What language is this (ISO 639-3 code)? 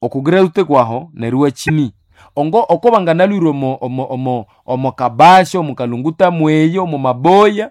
nnb